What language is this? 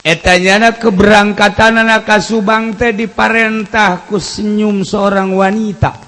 Sundanese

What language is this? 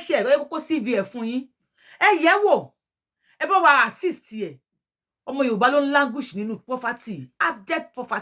Yoruba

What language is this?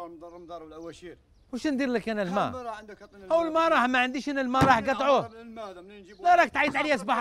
Algerian Arabic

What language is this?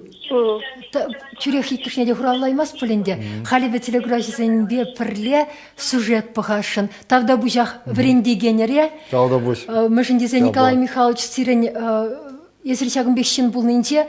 Chuvash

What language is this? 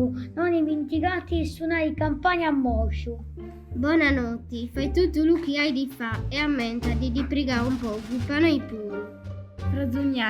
Sassarese Sardinian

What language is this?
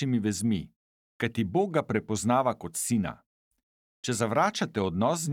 Slovenian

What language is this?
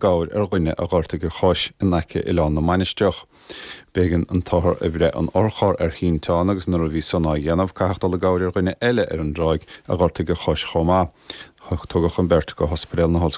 Irish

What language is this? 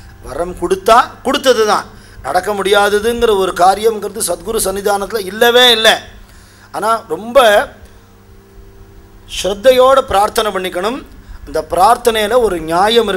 Tamil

